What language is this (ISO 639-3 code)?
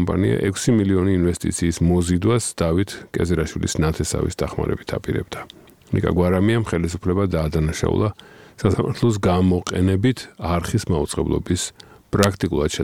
kat